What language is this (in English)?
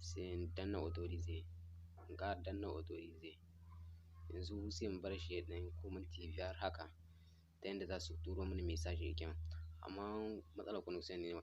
Hausa